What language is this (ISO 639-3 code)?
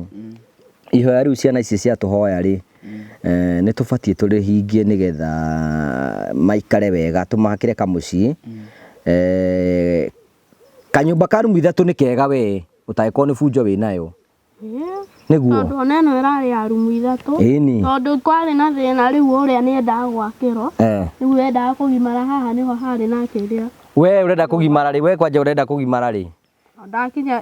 kik